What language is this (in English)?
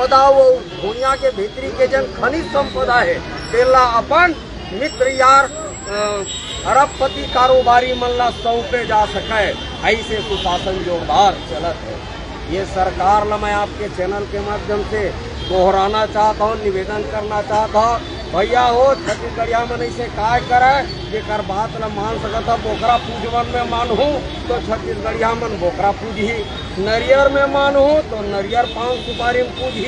Chhattisgarhi